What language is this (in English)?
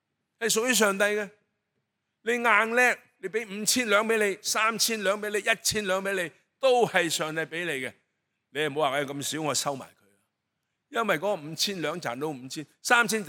Cantonese